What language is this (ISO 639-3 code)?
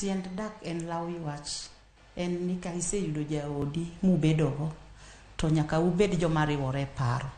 luo